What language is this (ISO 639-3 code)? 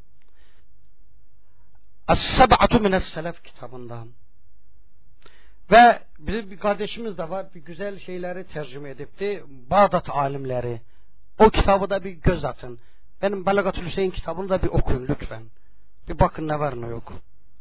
tur